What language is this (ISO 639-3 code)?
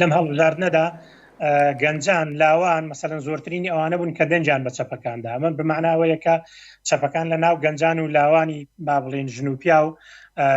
ckb